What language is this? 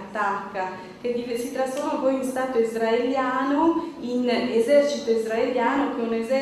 Italian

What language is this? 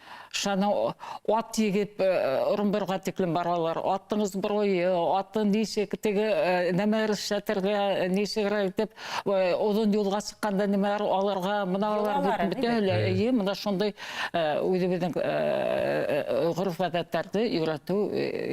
Bashkir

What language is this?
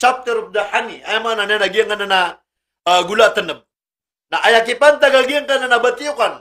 Maranao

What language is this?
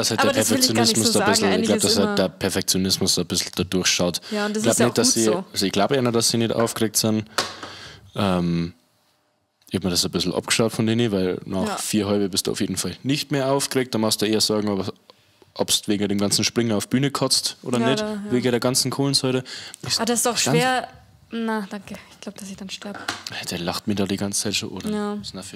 Bavarian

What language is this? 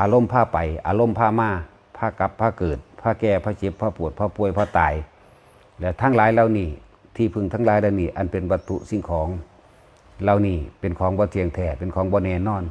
Northeastern Thai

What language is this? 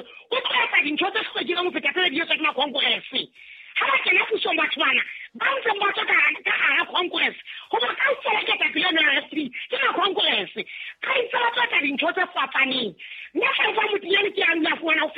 Southern Sotho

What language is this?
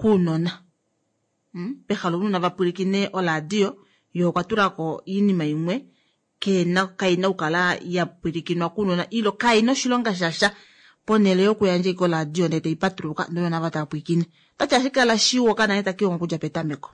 Kuanyama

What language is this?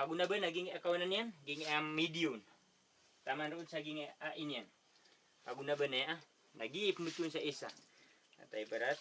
Maranao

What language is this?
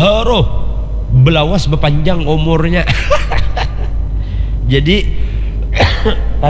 Banjar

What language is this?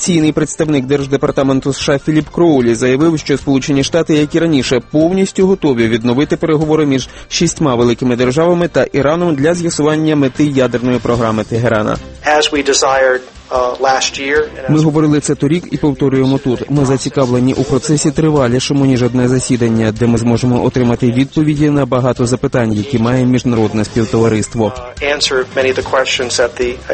Ukrainian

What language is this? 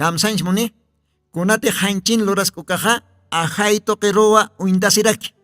Aymara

